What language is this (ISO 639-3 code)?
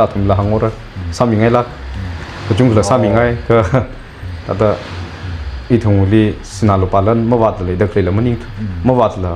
nmf